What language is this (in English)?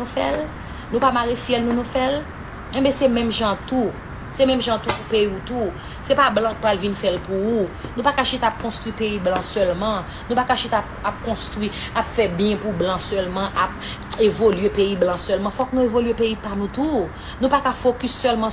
Haitian Creole